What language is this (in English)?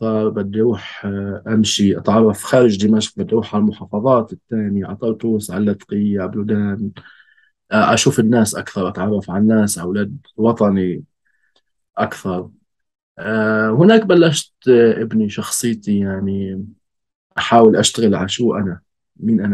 North Levantine Arabic